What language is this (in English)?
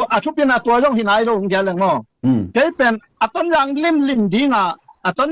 Tedim Chin